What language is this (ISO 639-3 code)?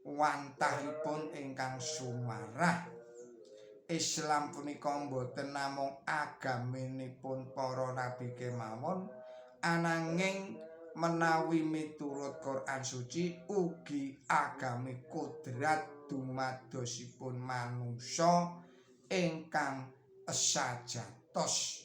jav